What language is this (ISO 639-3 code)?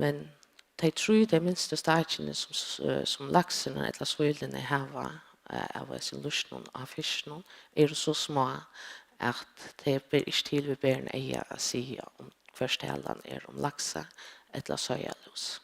fao